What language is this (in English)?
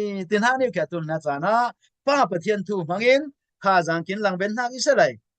Falam Chin